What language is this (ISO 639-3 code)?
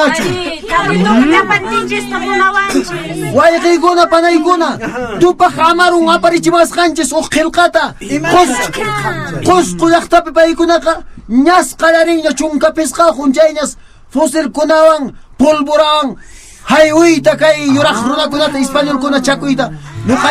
que